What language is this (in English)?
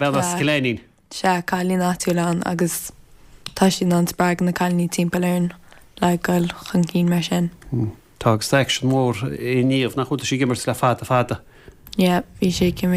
Irish